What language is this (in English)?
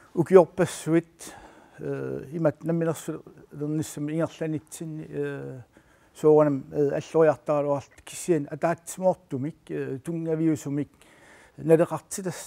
Kalaallisut